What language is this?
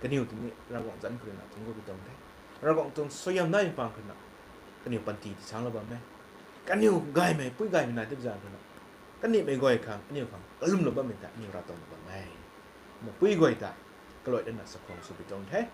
Rongmei Naga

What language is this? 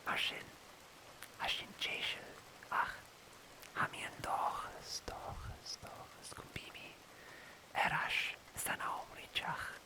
Scottish Gaelic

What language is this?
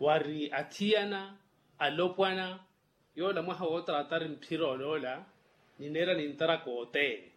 Makhuwa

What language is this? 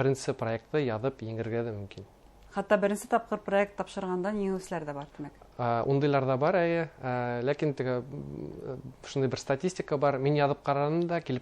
Bashkir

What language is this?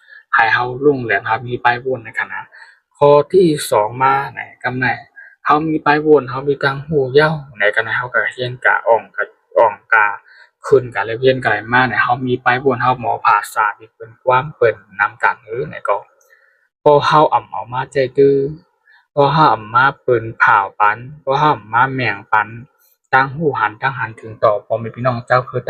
Shan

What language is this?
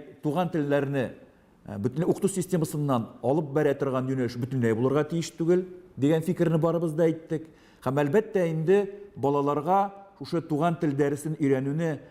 Tatar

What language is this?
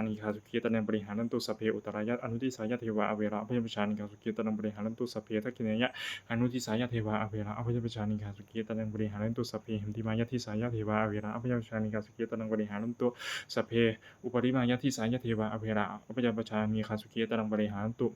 Pali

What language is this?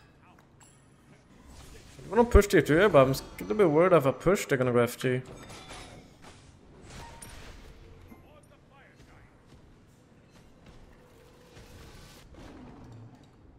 English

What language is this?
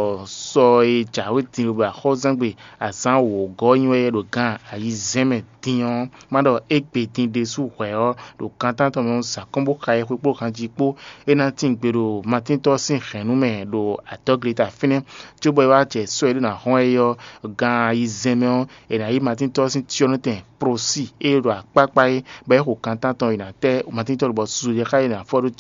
Fon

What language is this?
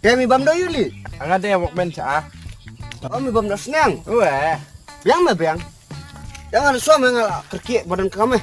Khasi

